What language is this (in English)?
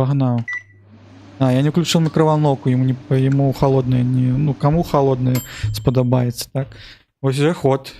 Belarusian